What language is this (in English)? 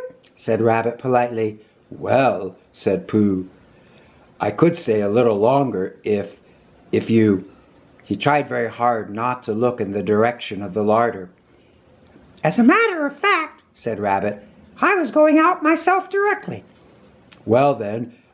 English